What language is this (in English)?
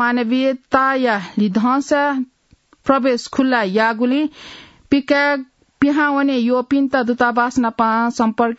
Newari